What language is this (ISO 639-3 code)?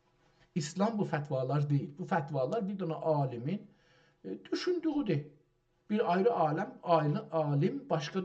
azb